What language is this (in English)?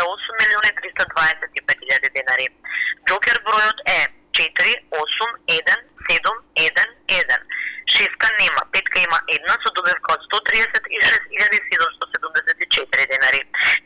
Macedonian